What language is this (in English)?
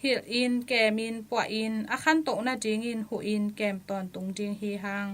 Tedim Chin